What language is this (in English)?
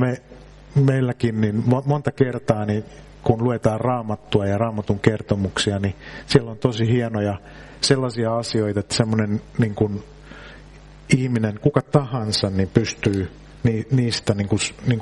Finnish